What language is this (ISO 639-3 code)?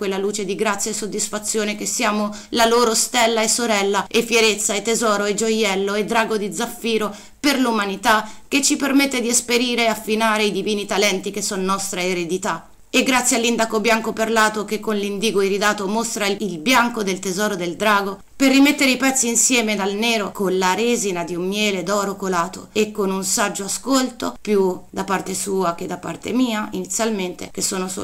ita